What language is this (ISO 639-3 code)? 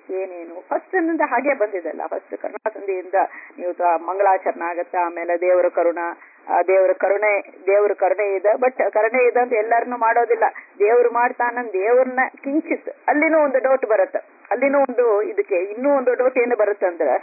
kan